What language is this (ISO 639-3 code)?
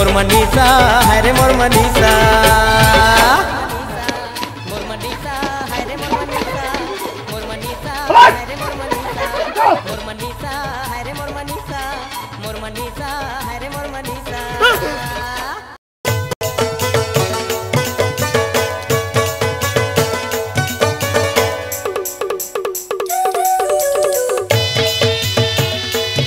hne